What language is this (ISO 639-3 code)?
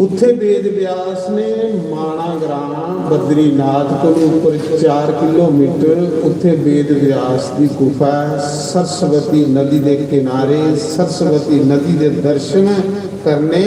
doi